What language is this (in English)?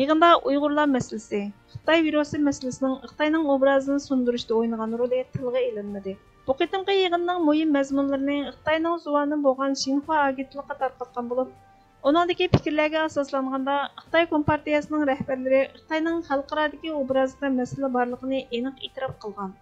Uyghur